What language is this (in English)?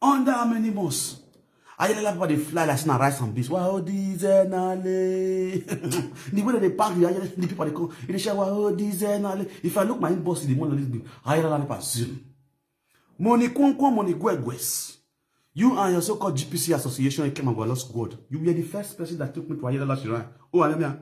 Nigerian Pidgin